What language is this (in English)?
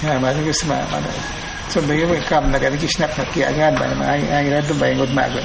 Awa-Cuaiquer